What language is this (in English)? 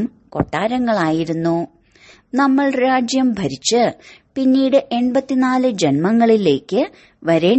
Malayalam